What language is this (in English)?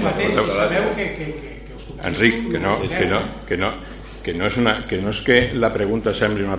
Catalan